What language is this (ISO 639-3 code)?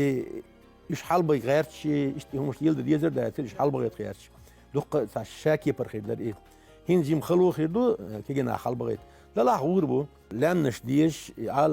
che